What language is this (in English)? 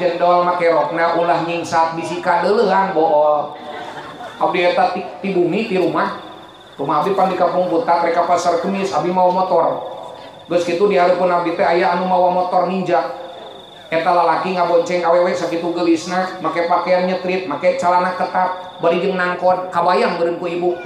Sundanese